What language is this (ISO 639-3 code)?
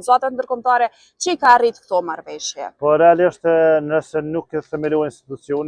sqi